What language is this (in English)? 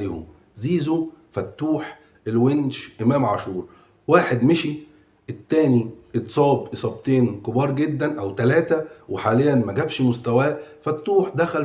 Egyptian Arabic